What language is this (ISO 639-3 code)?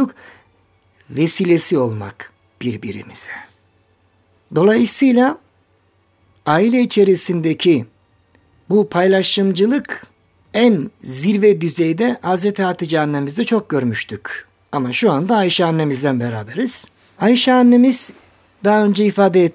tur